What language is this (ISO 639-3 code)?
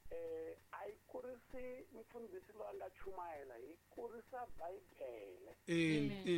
tso